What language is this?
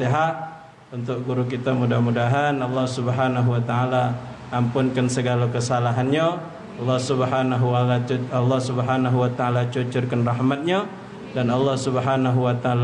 Musi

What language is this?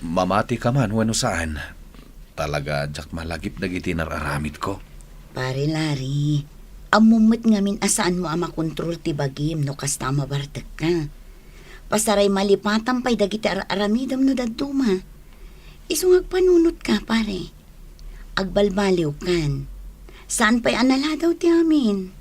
Iloko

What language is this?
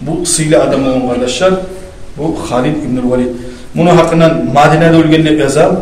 Kumyk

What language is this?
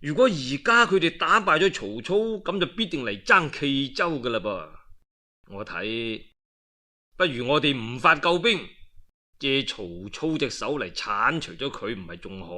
Cantonese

